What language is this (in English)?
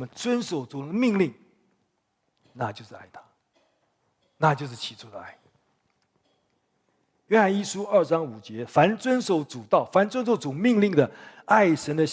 Chinese